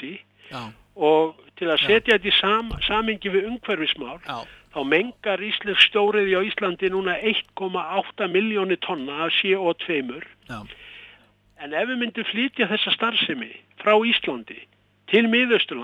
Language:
Icelandic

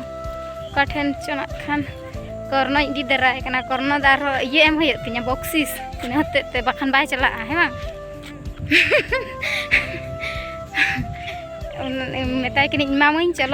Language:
Santali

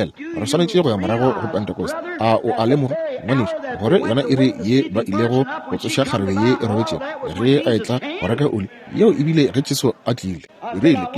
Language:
Northern Sotho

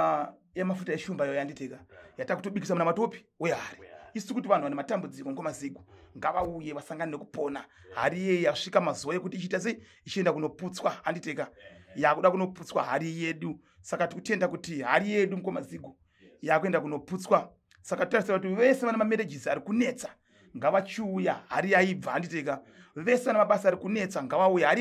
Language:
Shona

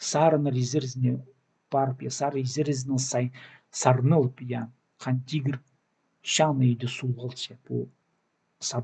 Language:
Khakas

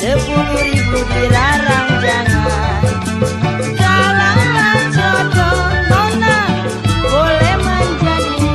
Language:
Betawi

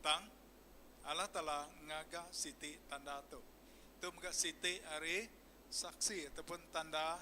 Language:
Iban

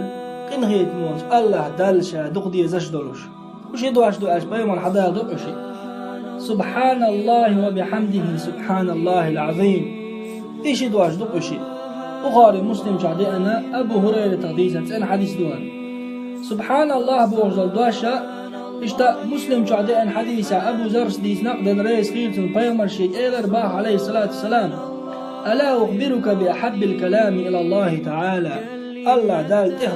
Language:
Chechen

